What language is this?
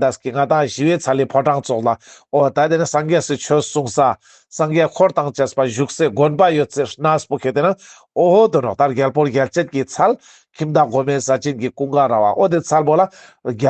Ladakhi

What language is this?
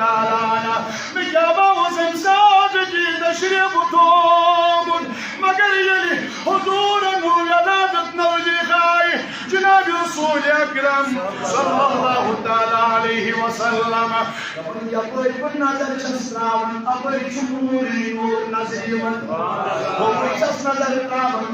Kashmiri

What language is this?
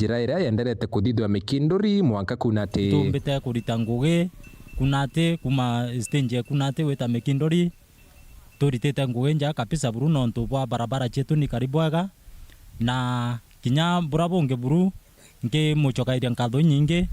Meru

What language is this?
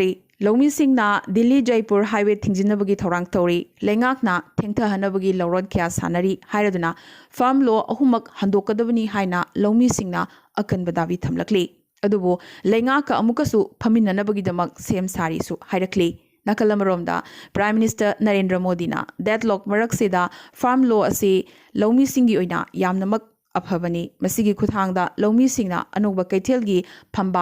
Manipuri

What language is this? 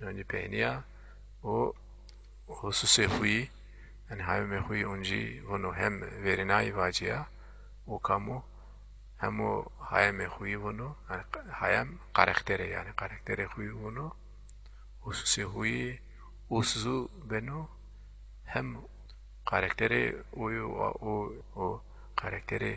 Zaza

